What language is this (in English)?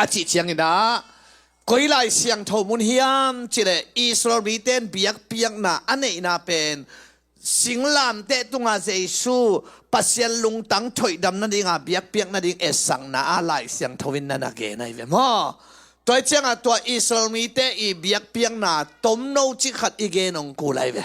Tedim Chin